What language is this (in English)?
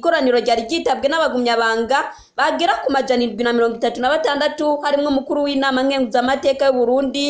Rundi